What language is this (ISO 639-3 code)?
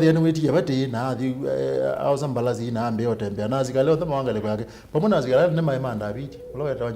kam